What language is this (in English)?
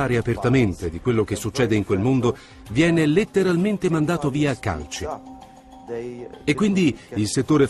Italian